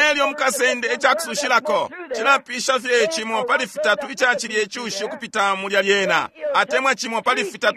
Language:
Bemba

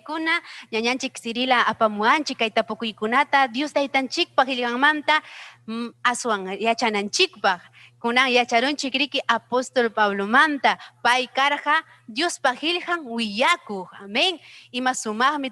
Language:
Ayacucho Quechua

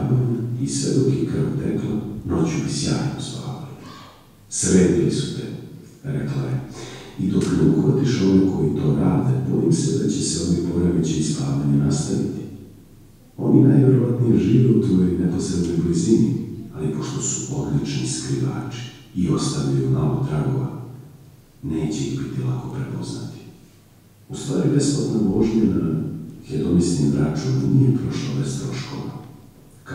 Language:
Serbian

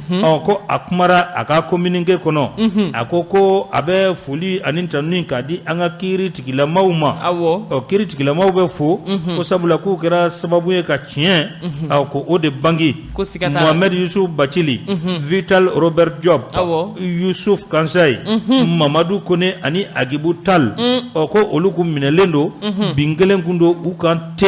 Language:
Bambara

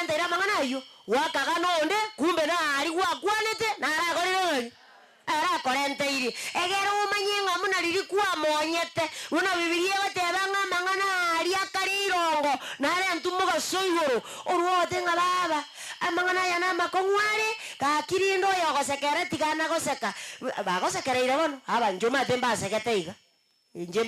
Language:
Gusii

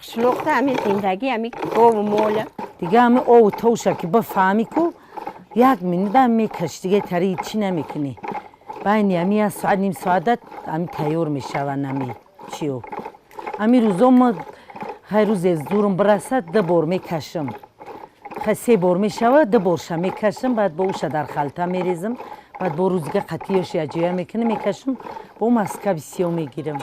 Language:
Tajik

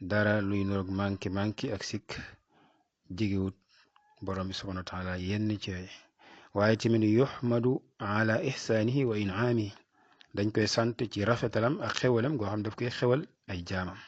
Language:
Wolof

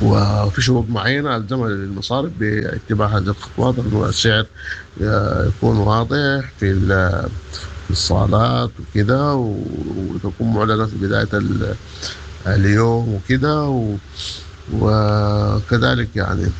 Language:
Sudanese Arabic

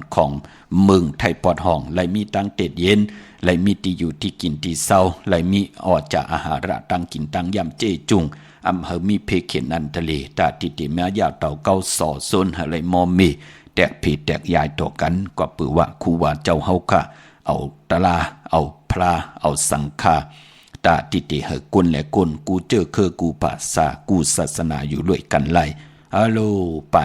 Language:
Shan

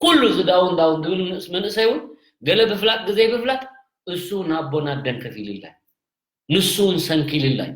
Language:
Tigrinya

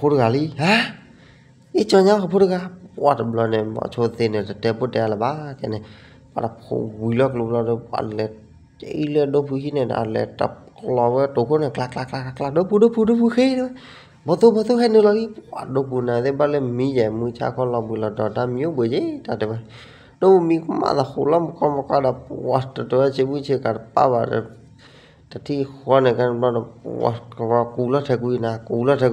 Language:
S'gaw Karen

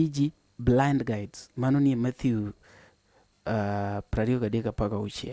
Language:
Luo (Kenya and Tanzania)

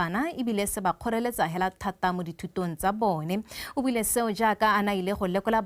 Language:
Tswana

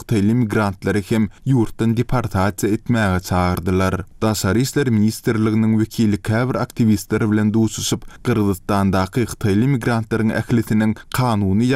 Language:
Turkmen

